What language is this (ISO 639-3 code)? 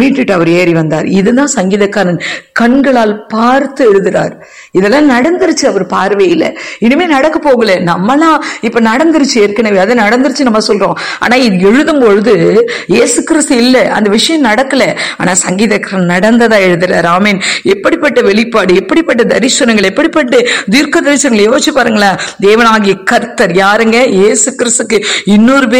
tam